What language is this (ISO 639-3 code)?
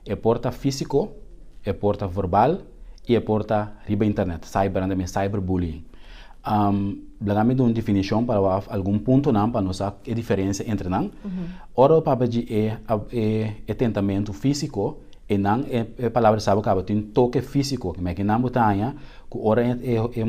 pap